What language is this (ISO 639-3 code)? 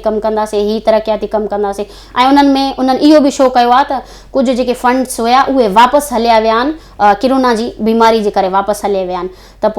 snd